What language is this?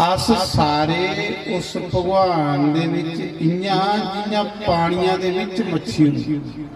Dogri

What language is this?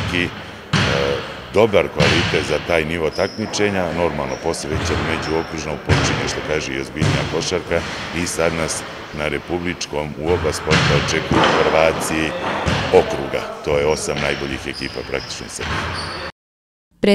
Serbian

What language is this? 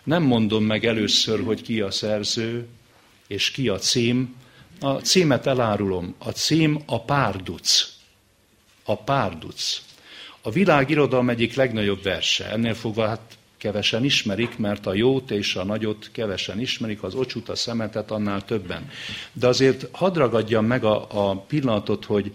Hungarian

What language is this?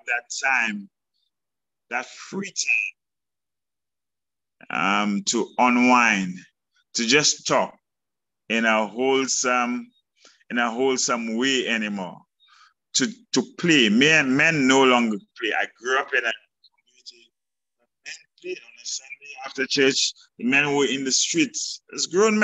English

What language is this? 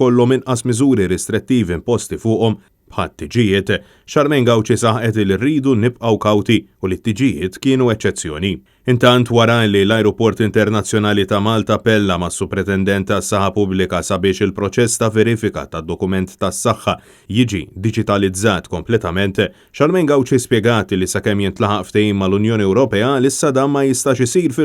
Maltese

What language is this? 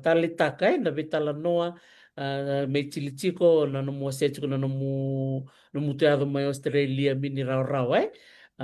Fijian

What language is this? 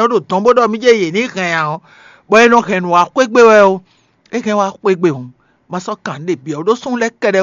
Fon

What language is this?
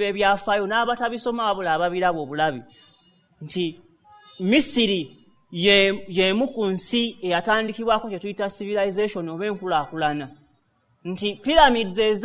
Ganda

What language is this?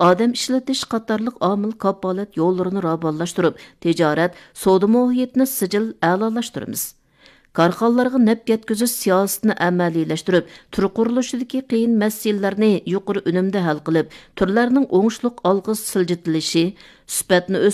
Uyghur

